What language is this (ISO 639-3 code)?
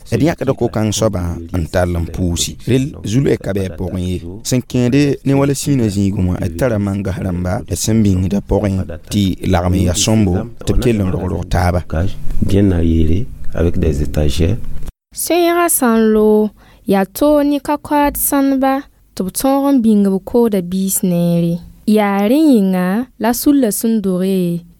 mos